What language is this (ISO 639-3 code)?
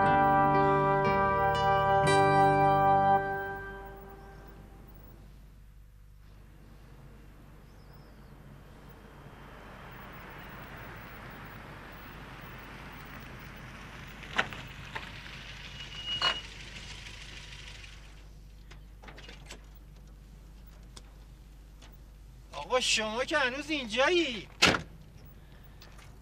fas